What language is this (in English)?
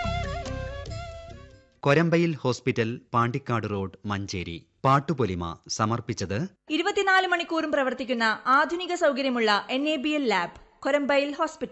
Malayalam